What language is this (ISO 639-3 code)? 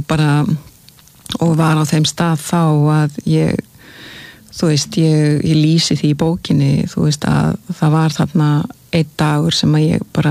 isl